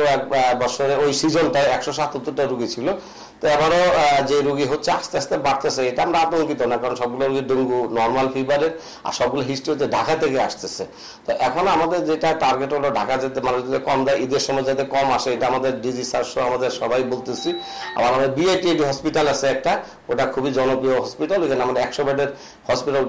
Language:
Bangla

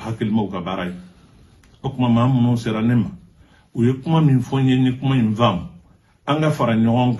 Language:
Bambara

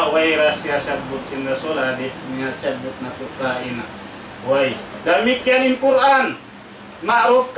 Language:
Tausug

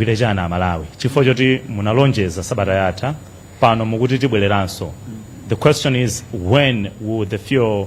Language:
Nyanja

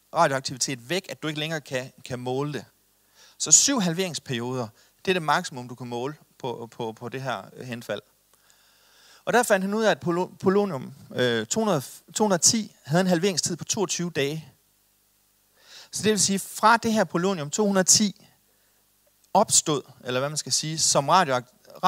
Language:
Danish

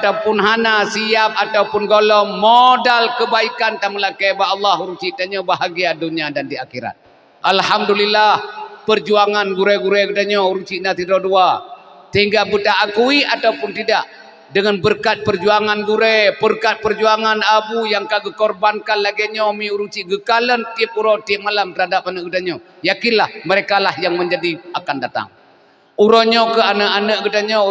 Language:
Achinese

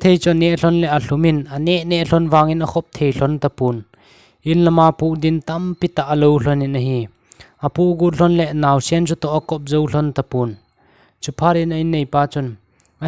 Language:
Thado Chin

